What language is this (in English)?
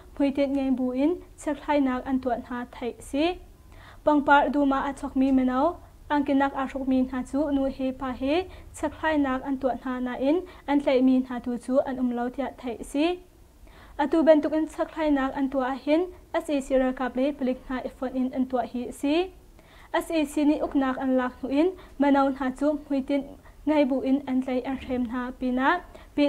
Hakha Chin